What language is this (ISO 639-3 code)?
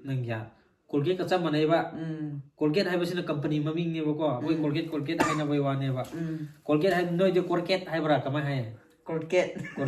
mni